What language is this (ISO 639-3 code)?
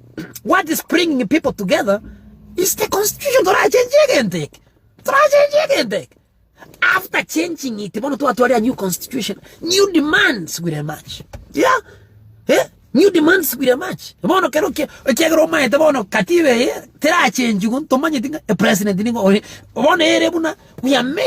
guz